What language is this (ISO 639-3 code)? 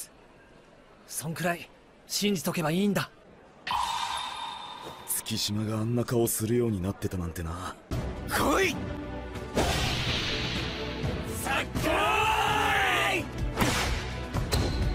jpn